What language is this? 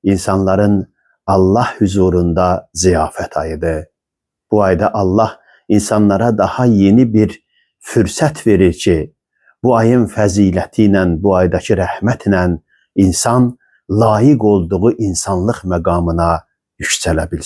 Azerbaijani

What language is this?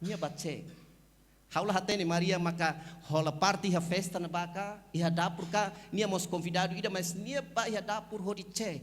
Tetum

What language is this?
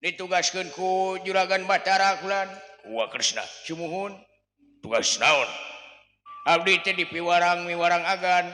Sundanese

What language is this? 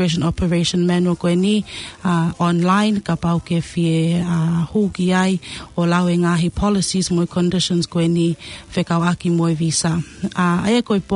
Tongan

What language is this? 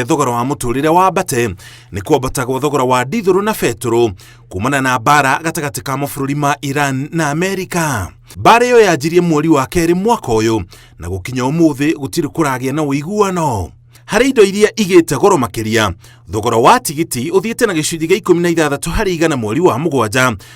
Kikuyu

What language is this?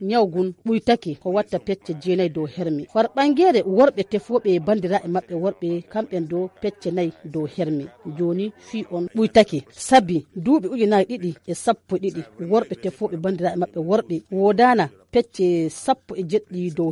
Fula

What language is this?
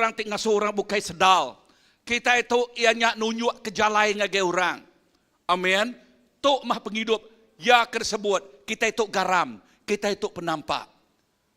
Iban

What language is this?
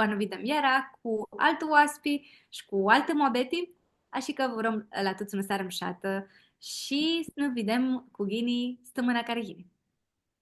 Aromanian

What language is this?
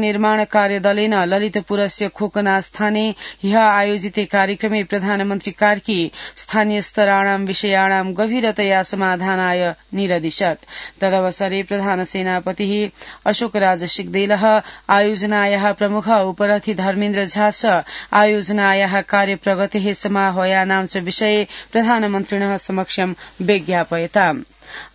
Sanskrit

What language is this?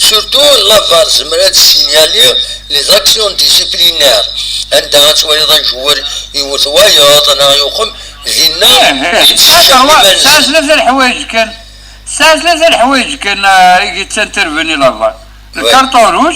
Kabyle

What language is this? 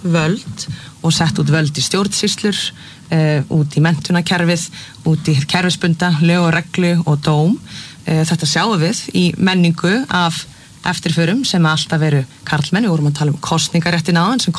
Icelandic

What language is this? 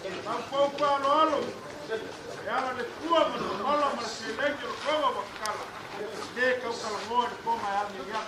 Samoan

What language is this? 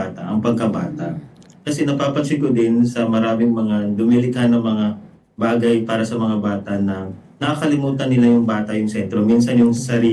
Filipino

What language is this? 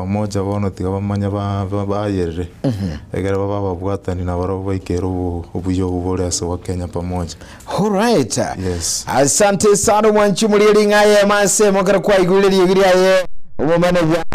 Gusii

